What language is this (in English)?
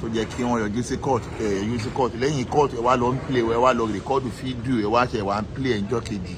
Yoruba